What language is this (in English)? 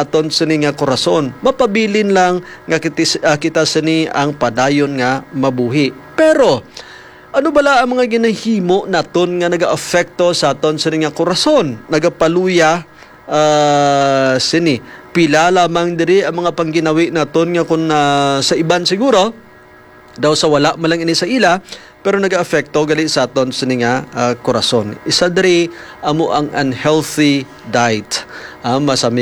Hiligaynon